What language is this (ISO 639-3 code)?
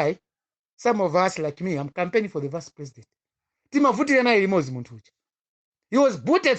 nya